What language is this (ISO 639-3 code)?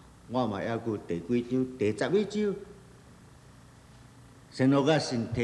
nan